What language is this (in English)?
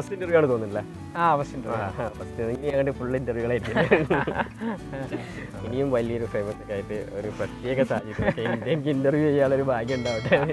Malayalam